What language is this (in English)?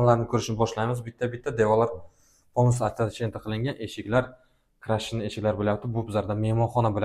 Uzbek